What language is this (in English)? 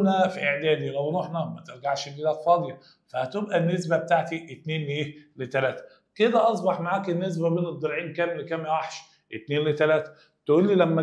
Egyptian Arabic